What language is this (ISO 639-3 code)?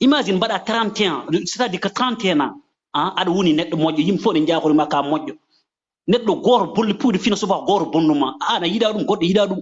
ful